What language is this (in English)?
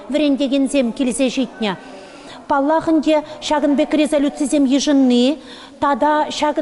Chuvash